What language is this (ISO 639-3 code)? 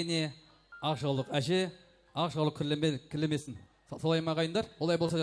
kaa